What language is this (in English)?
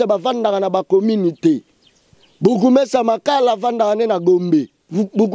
Lingala